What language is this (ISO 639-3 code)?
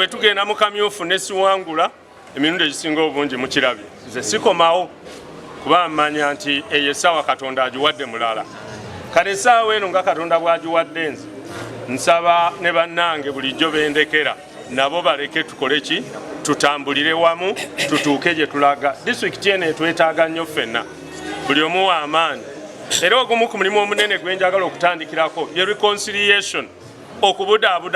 lug